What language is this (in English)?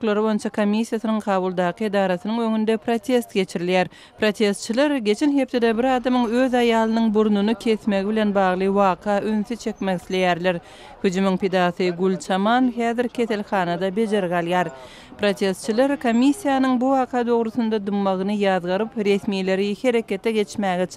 Turkmen